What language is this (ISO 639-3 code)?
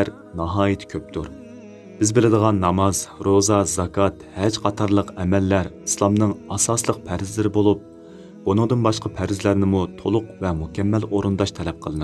uig